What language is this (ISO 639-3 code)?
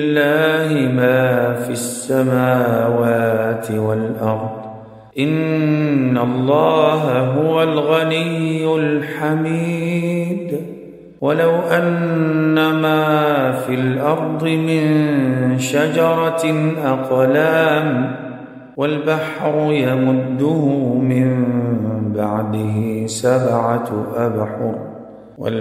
ara